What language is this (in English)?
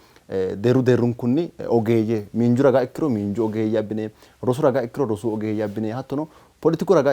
Sidamo